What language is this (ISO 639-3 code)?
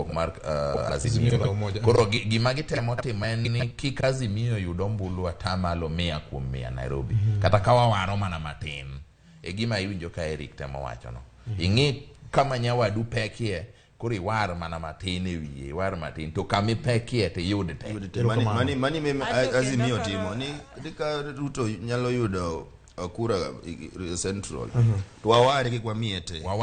luo